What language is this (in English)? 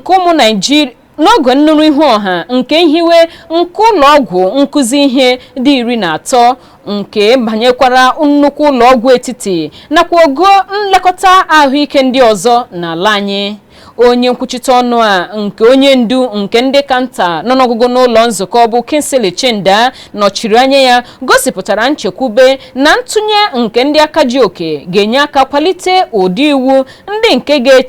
Igbo